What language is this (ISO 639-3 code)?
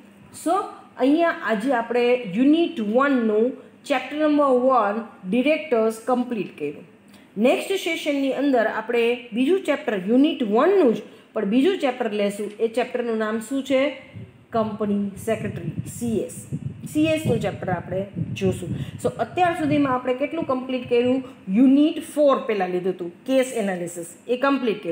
guj